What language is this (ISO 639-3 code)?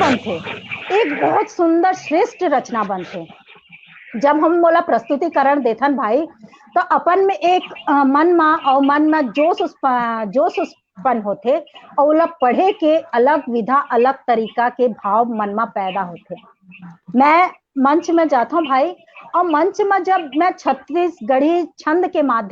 hne